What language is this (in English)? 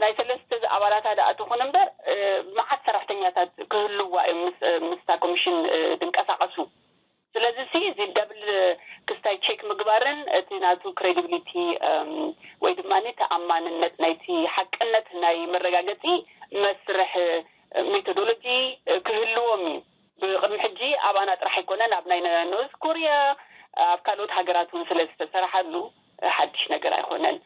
Tigrinya